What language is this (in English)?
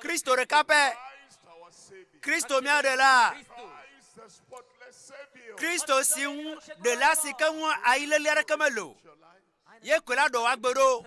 Ewe